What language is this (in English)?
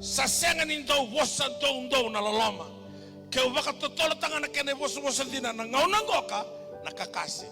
Fijian